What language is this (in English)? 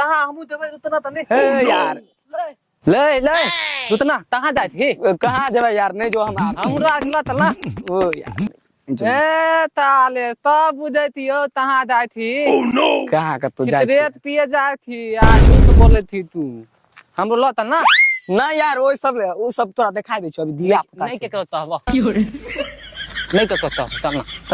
Maithili